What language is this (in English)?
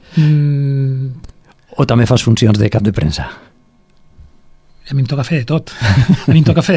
Catalan